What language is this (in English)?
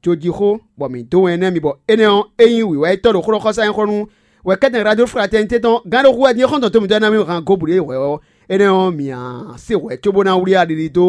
Fon